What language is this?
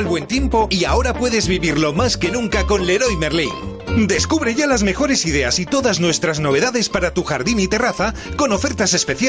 Spanish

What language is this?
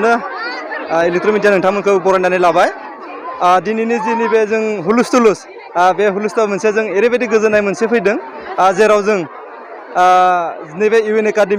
Bodo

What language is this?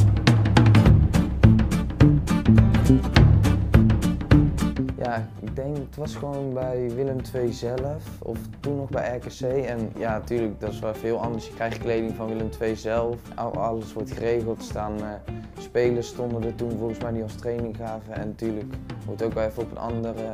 Dutch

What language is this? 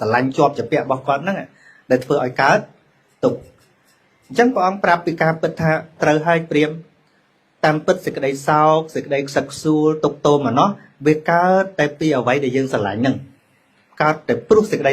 Khmer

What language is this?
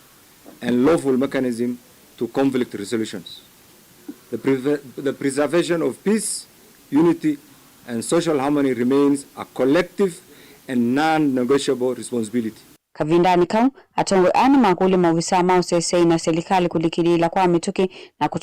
Kamba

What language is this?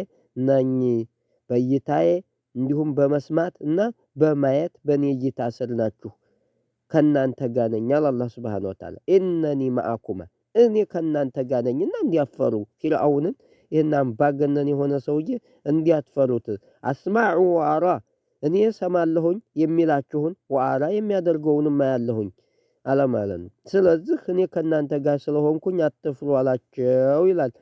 Amharic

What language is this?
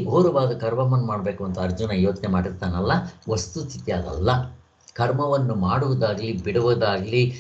Kannada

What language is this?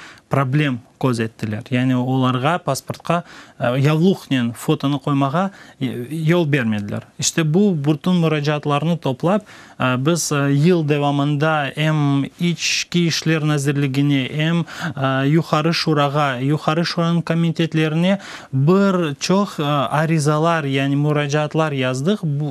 Crimean Tatar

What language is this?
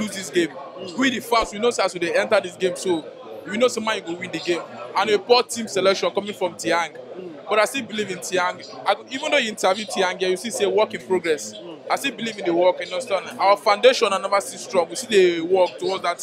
Nigerian Pidgin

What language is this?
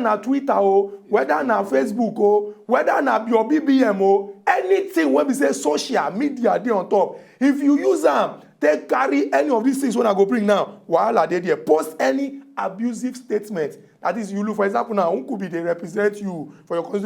Nigerian Pidgin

